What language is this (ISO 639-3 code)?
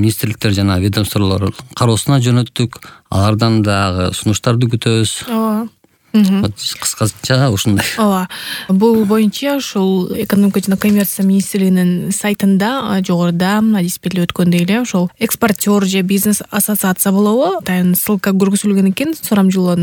kir